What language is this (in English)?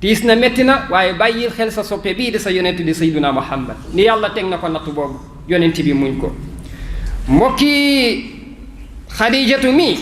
Wolof